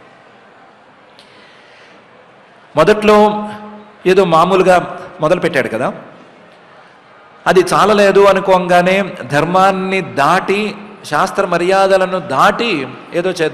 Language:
Telugu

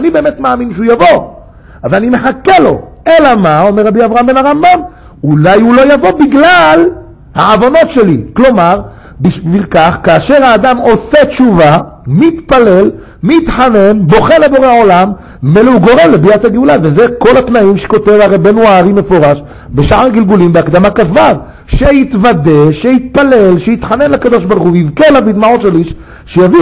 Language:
Hebrew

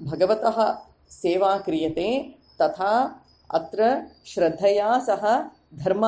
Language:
Sanskrit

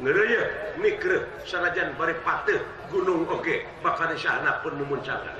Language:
Sundanese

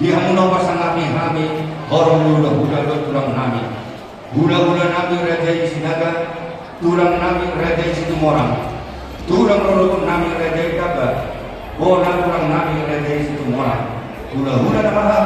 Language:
Batak Toba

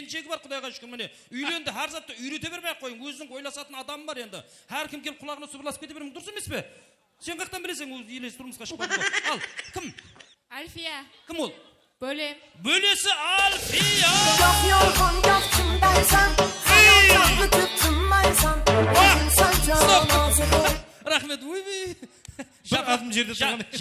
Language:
Kara-Kalpak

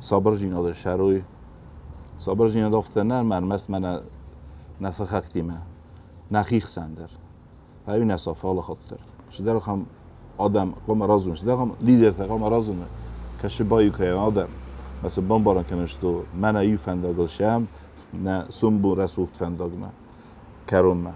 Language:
Ossetic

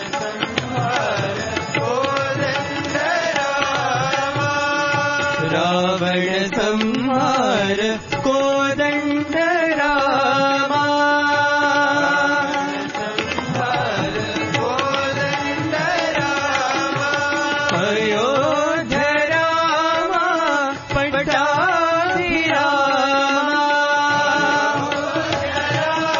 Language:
Telugu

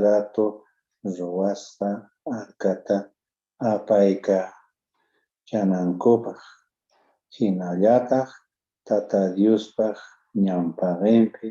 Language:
Quechua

